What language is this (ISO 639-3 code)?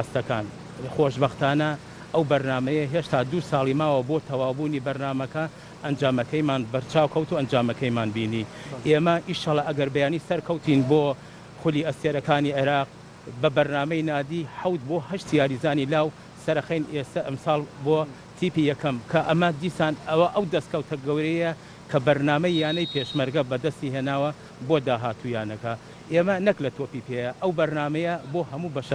ckb